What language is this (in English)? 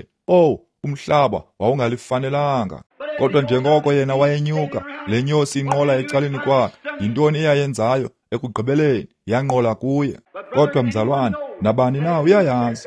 Xhosa